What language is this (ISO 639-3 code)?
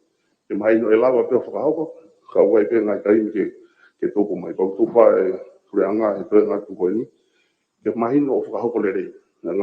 ton